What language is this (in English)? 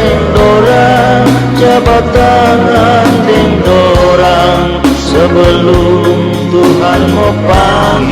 Manado Malay